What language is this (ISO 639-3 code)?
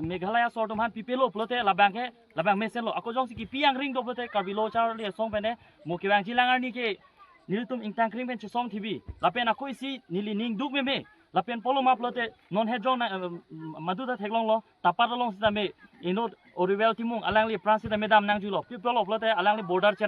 mjw